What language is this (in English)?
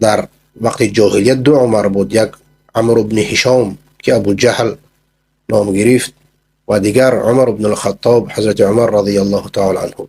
Persian